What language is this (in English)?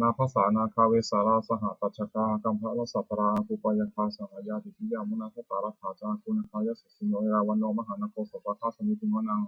Pali